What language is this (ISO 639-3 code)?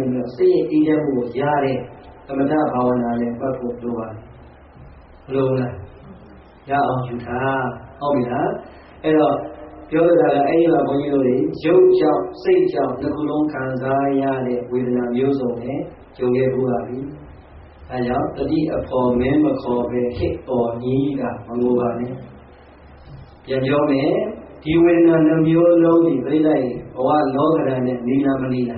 mya